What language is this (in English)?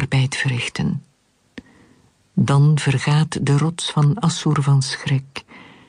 Dutch